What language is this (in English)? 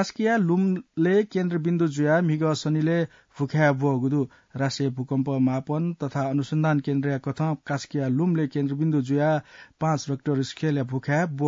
Newari